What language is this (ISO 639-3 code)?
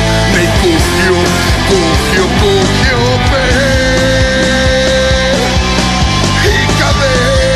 est